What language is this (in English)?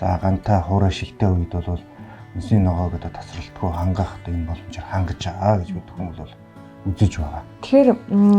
Mongolian